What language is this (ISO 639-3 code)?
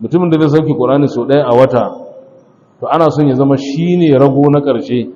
hau